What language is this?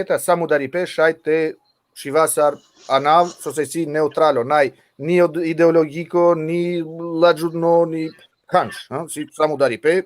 Balkan Romani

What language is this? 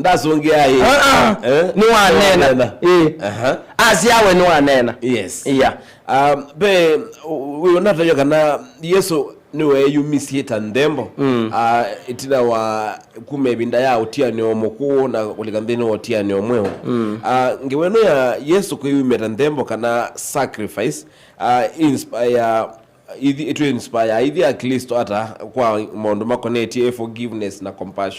Kamba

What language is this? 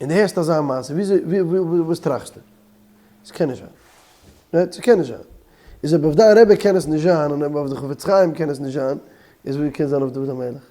Yiddish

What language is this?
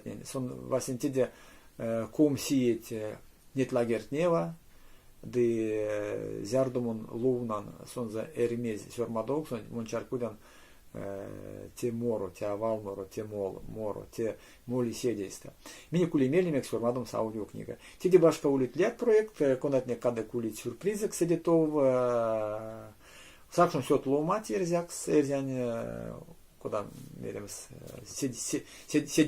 Erzya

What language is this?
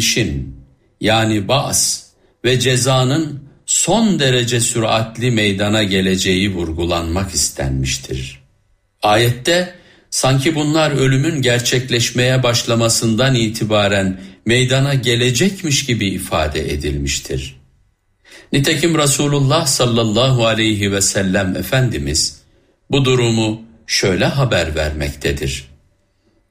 Turkish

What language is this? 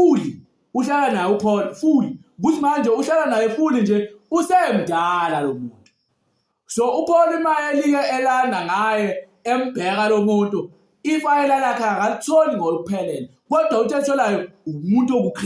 Zulu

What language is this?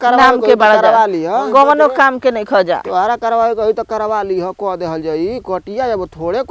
Bhojpuri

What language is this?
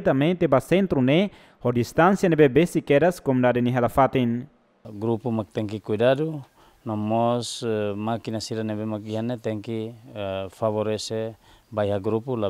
Tetum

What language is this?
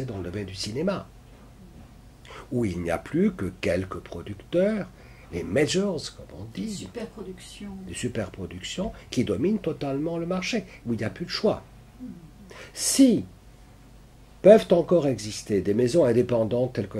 French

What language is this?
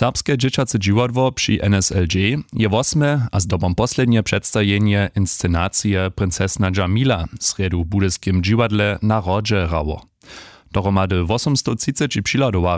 Upper Sorbian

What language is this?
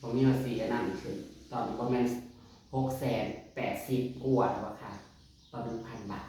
Northeastern Thai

